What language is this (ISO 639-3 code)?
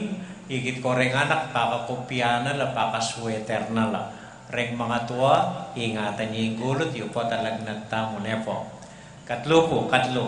pam